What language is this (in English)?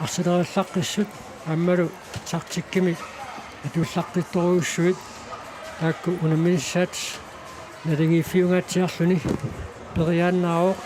Kalaallisut